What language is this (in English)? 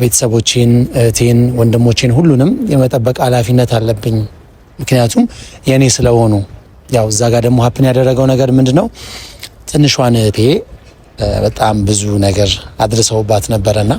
Amharic